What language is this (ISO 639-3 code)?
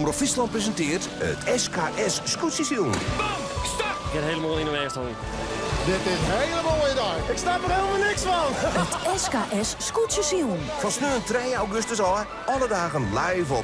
fry